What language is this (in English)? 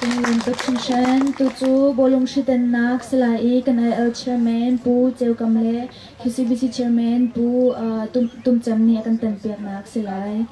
Hakha Chin